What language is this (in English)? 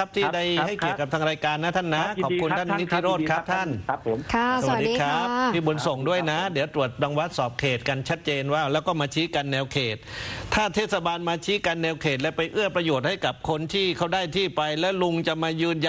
Thai